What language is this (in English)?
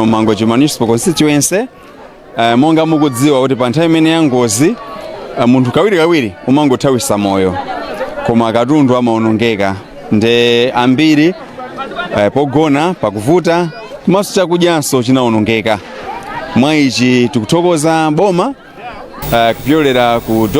Nyanja